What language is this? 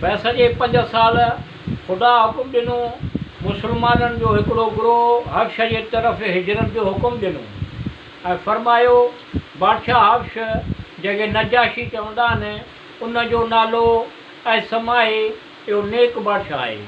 Sindhi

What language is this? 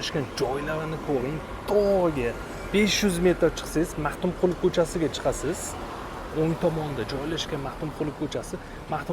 Uzbek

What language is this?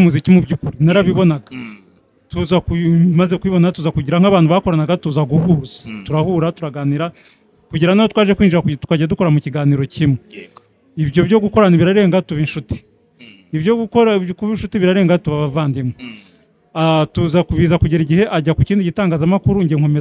Kinyarwanda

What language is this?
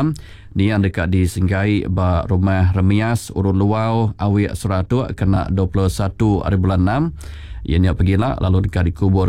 Iban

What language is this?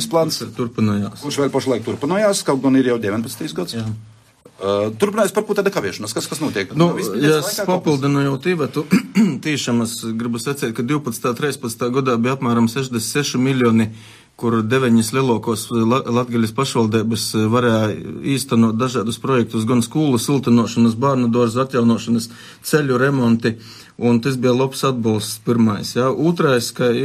Latvian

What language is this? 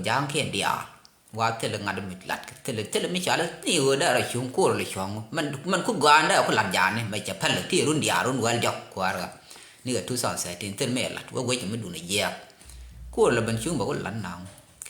Nuer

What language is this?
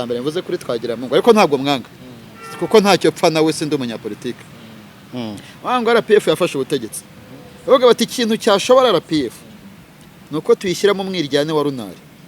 Kinyarwanda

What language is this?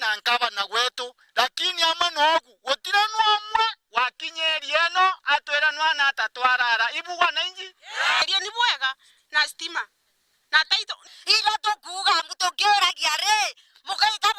Meru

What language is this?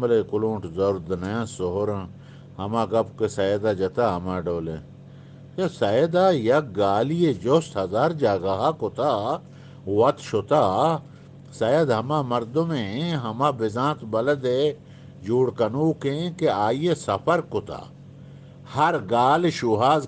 Eastern Balochi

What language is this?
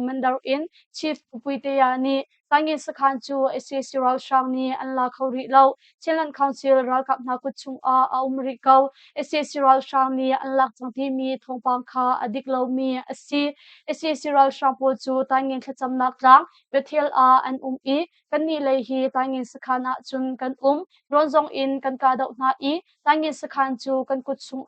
Hakha Chin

